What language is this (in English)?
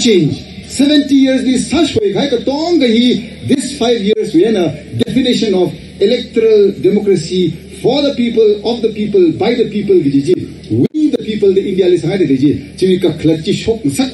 Tangkhul Naga (India)